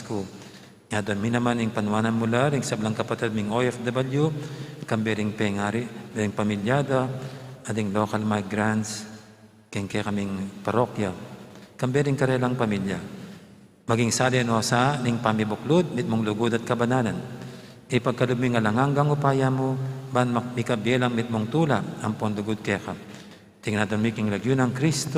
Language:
Pampanga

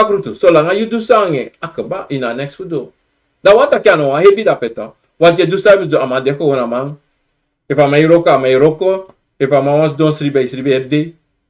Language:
Sranan Tongo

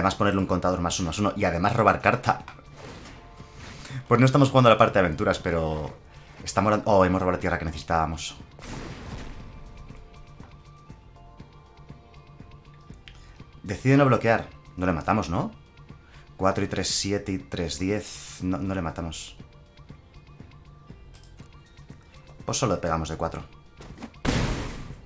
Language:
Spanish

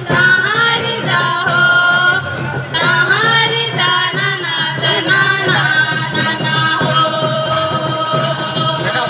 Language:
Bhojpuri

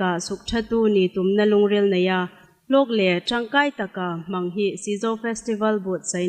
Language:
Hmar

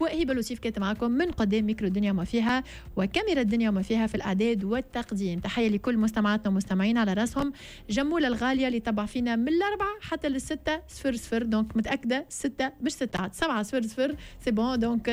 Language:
Tunisian Arabic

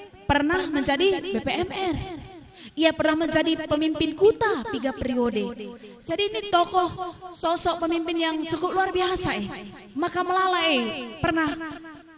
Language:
Batak Karo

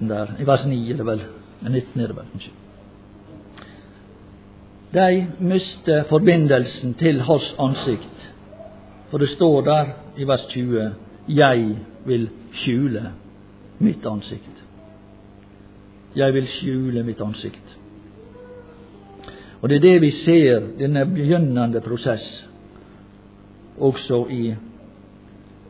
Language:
Norwegian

